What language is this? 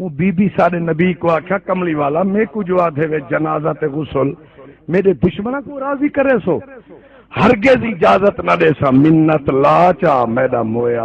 Saraiki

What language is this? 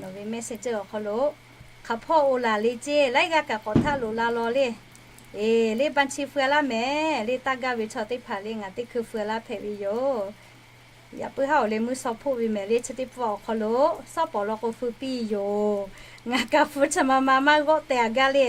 Lahu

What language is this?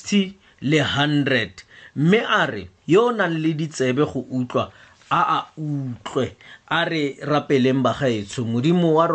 Tswana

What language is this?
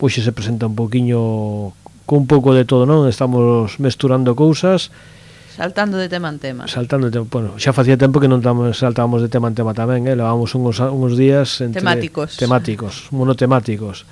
Galician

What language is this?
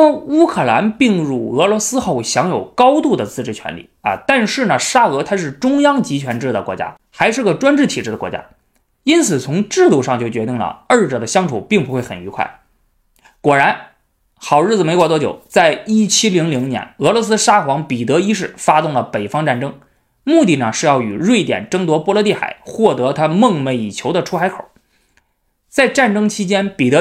Chinese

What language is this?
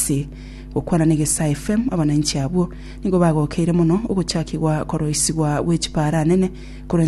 Gusii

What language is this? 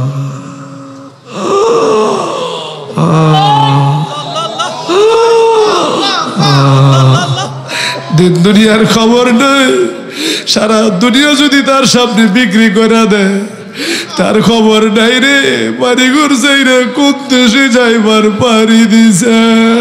Bangla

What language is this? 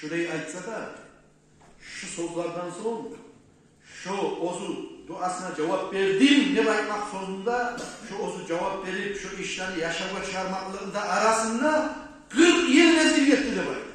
Kumyk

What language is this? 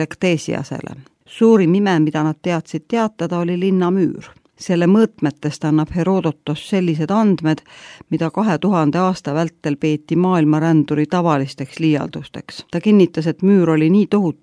Estonian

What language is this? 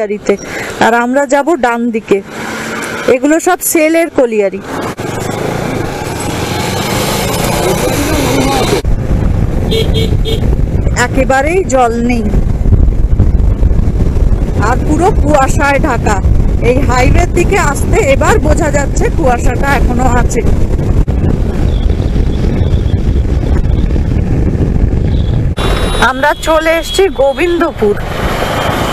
Bangla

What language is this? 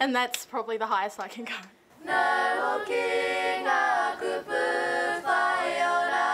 Māori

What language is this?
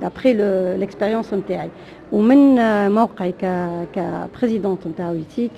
Tunisian Arabic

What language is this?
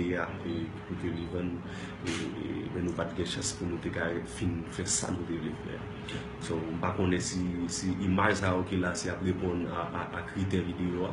Haitian Creole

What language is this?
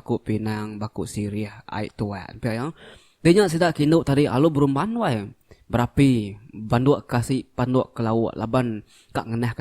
Iban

